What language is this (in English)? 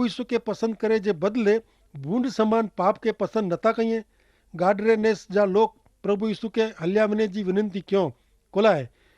Kachhi